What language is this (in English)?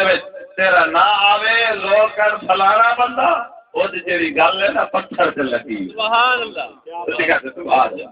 Saraiki